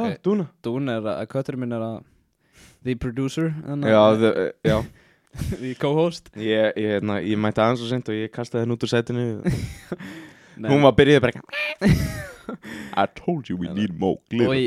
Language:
Icelandic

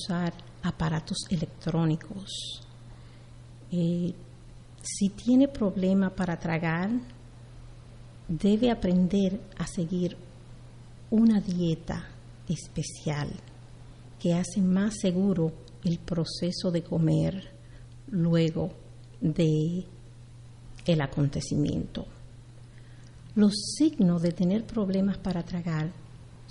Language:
Spanish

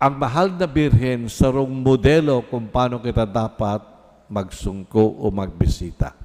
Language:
Bikol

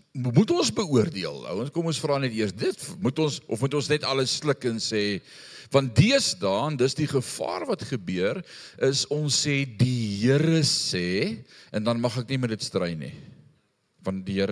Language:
Afrikaans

